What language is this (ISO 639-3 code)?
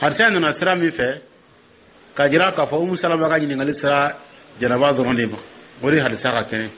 dyu